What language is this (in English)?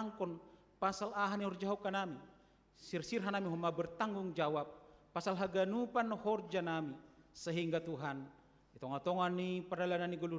Batak Simalungun